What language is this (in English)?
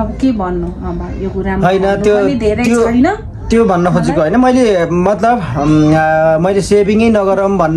Nepali